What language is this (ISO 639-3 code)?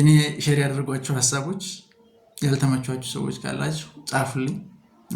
amh